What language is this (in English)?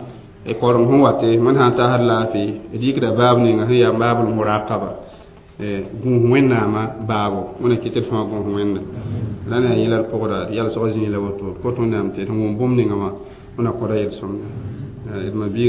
Mossi